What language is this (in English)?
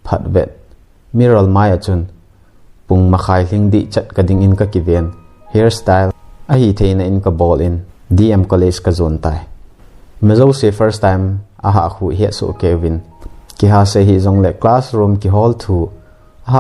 Thado Chin